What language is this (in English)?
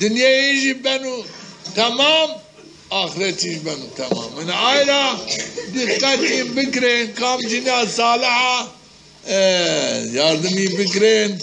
Zaza